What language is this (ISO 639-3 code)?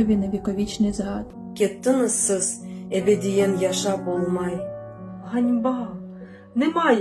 crh